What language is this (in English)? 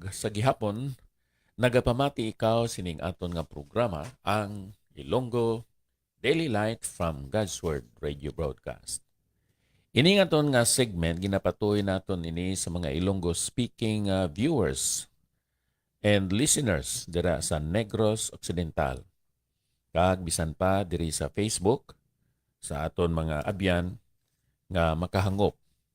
Hiligaynon